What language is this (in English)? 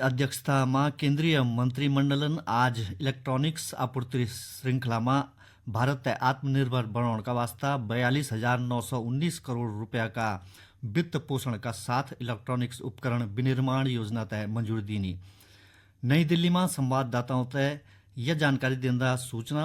Garhwali